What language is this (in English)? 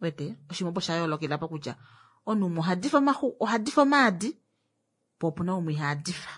Kuanyama